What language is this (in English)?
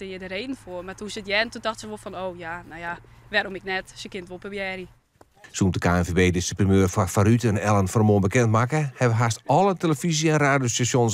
Western Frisian